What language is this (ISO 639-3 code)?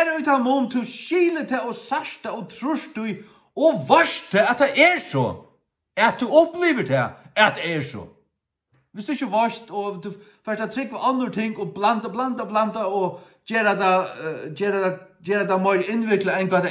fao